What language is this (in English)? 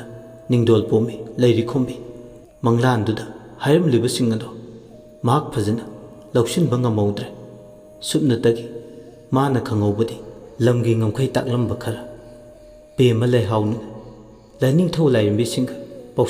Manipuri